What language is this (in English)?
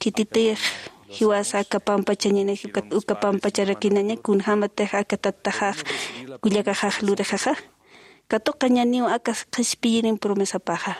Aymara